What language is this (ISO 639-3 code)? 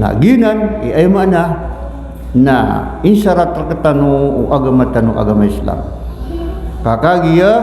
mrw